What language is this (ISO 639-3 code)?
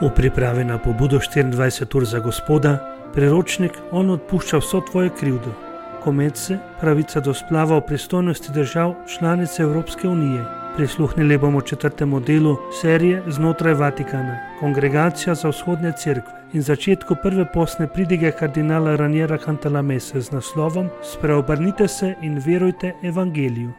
slv